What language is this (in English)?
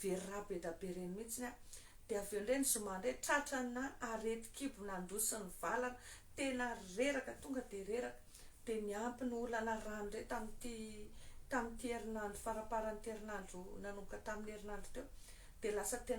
Malagasy